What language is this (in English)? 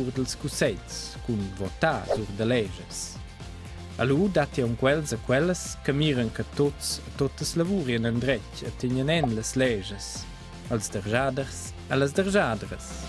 Romansh